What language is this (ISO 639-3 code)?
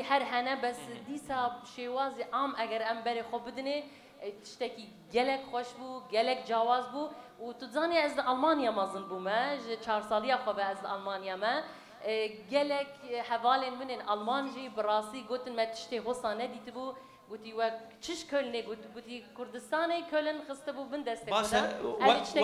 kur